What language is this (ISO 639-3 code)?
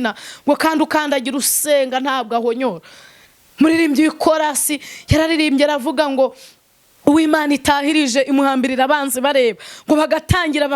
kin